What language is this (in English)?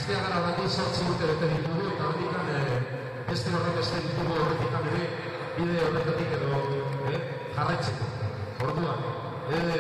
Basque